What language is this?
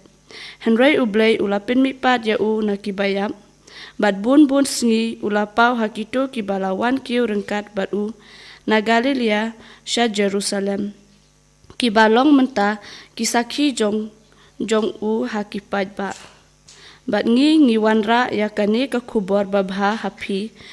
Khasi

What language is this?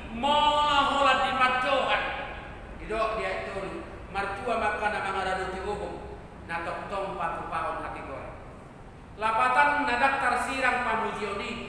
Batak Toba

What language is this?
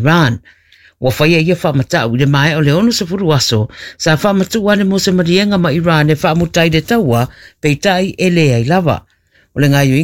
Samoan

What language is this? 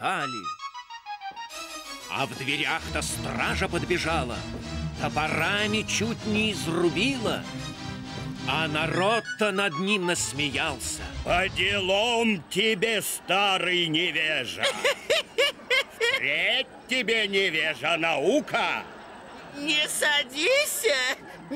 Russian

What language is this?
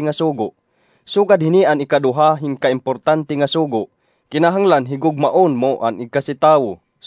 Waray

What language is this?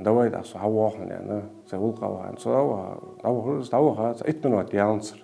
Ingush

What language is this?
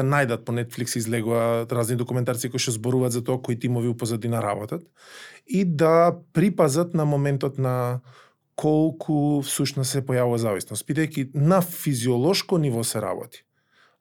Macedonian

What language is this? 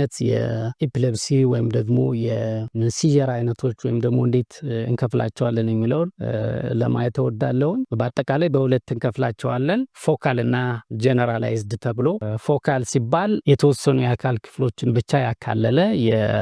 Amharic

